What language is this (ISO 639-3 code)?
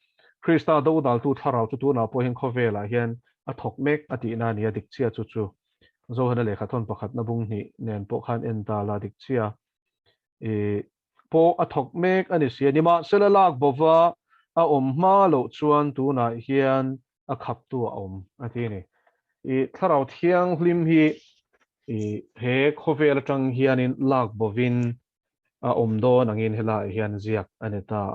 lus